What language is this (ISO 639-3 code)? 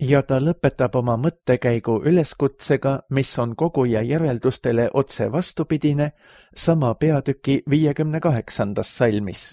est